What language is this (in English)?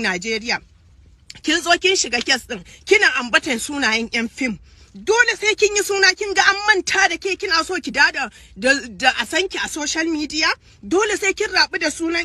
Hausa